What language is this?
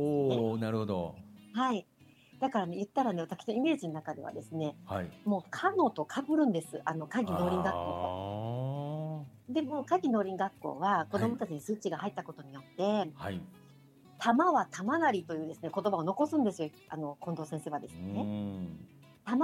Japanese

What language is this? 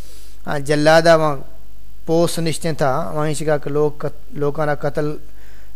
Saraiki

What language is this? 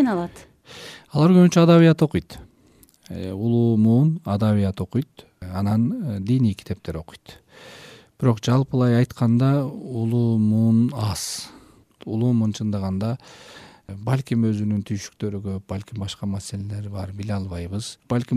Kyrgyz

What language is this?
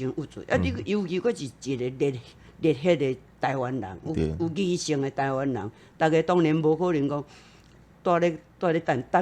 Min Nan Chinese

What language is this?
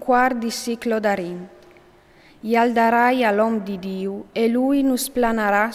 Friulian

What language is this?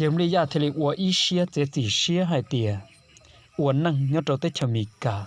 Hmong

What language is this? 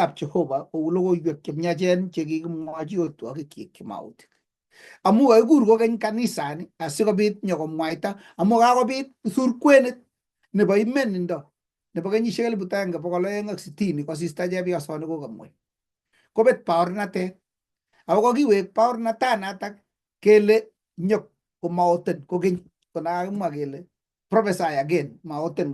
Kalenjin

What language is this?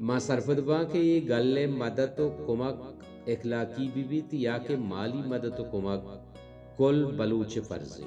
Baluchi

